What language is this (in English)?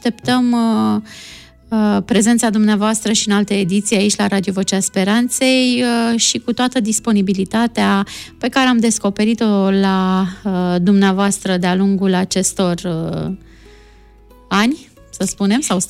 Romanian